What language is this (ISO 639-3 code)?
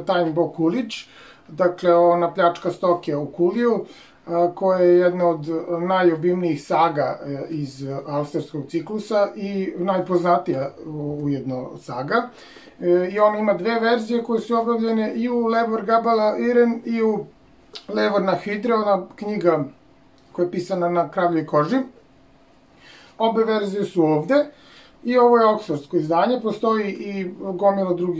srp